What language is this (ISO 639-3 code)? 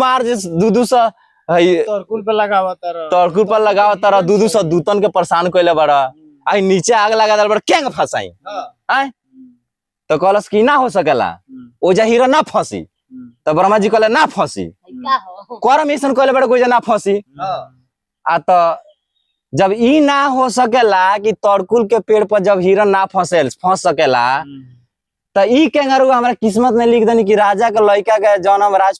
bho